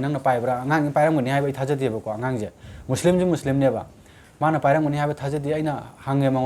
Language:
Manipuri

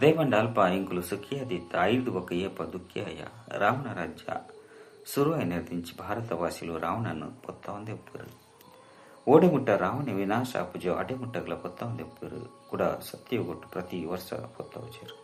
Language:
Tulu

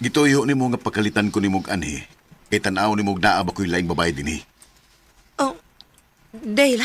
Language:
Cebuano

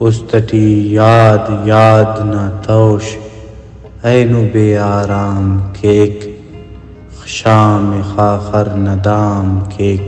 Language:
Brahui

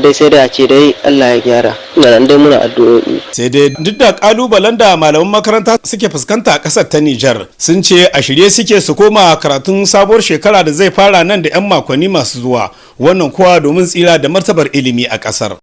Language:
Hausa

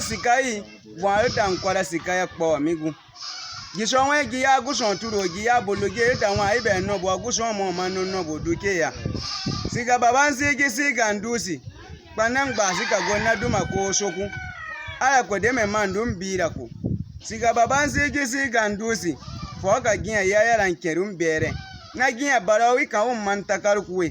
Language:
Baatonum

